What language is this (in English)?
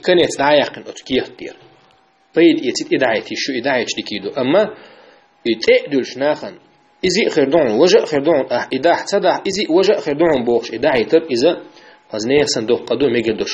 Chechen